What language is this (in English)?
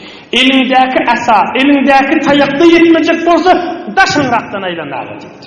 Turkmen